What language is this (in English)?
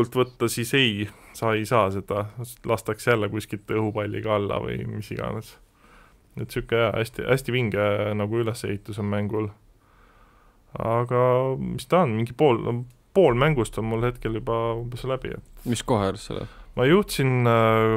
Estonian